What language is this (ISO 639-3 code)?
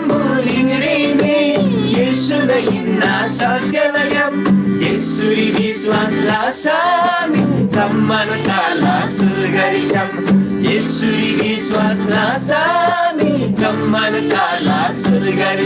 taj